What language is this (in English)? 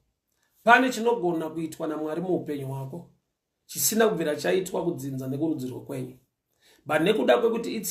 Shona